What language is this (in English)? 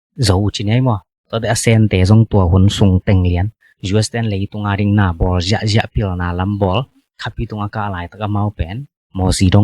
Tedim Chin